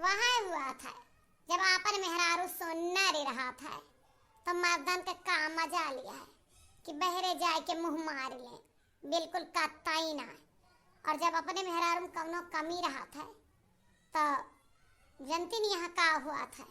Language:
Awadhi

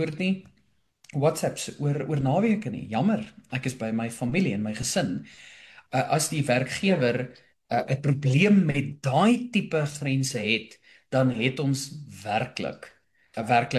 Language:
Afrikaans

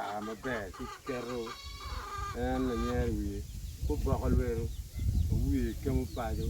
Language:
Acoli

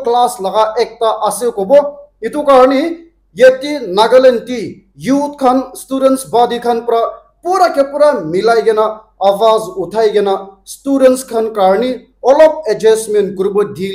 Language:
Naga Pidgin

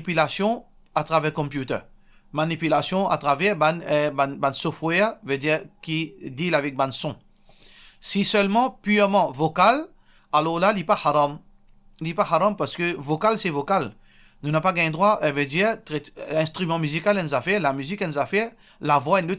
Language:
Morisyen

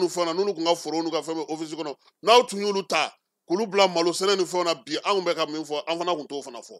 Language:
Bambara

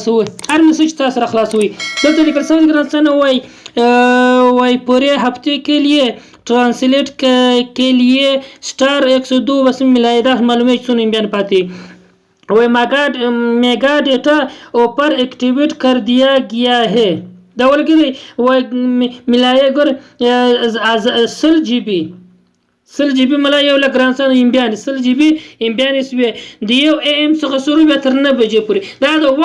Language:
Pashto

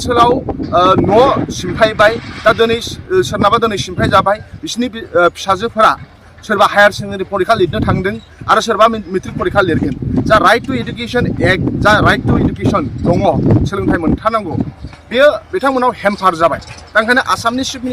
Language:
Bodo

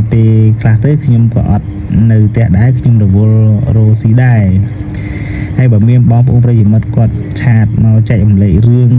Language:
Khmer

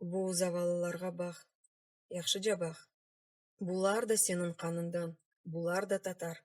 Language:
Crimean Tatar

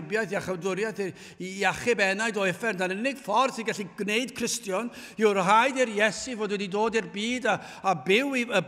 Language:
Welsh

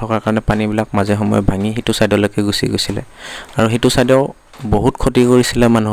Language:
Assamese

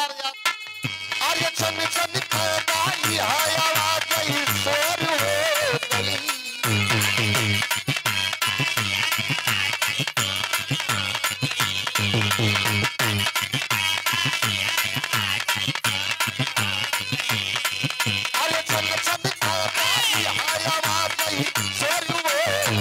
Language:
Bhojpuri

